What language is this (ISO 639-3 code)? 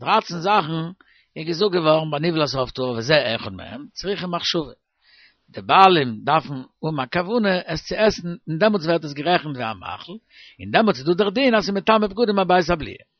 yid